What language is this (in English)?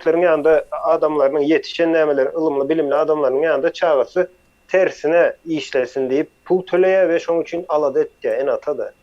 Turkmen